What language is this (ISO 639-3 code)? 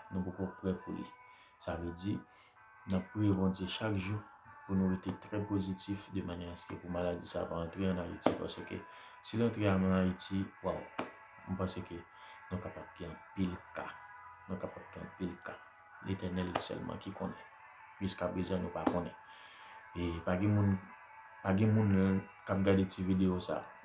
hat